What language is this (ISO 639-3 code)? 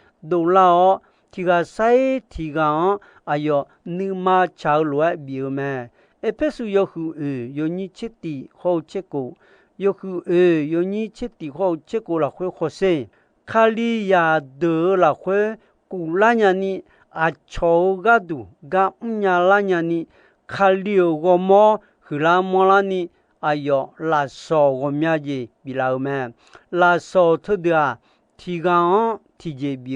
ahk